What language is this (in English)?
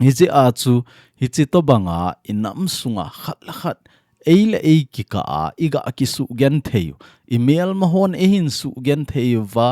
Thado Chin